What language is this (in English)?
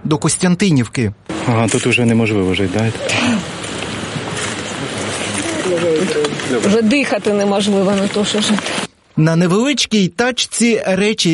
Ukrainian